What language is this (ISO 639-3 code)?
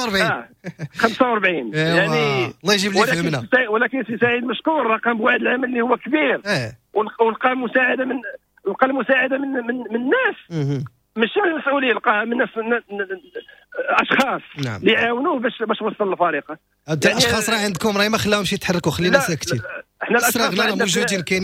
ary